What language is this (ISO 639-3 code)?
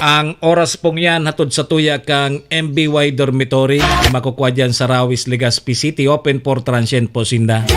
bik